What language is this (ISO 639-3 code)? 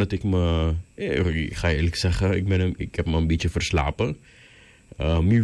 nld